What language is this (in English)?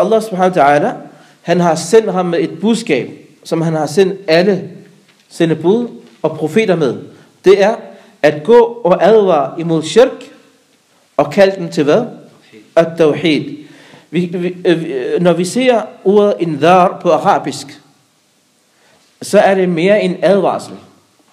Danish